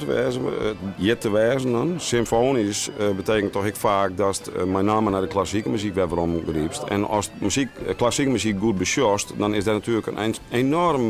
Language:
Western Frisian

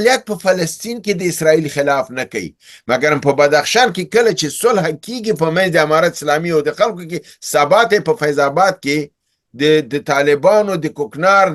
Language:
Pashto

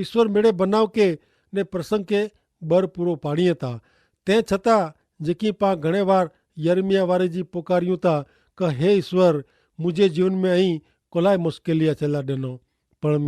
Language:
Kachhi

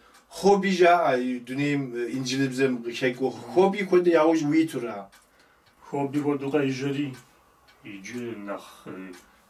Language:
Kabardian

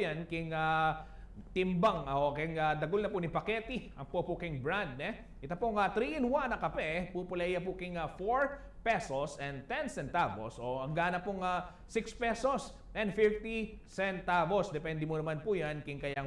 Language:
Pampanga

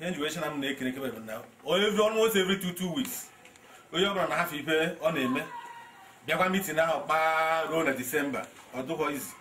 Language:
Igbo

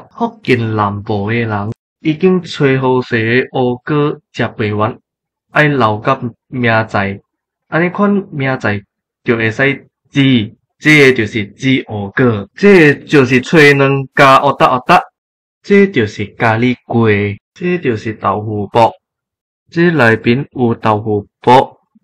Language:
Min Nan Chinese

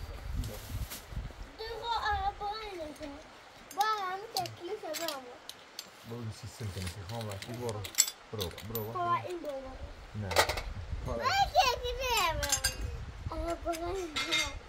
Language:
Persian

